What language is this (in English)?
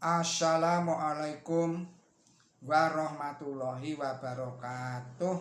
Javanese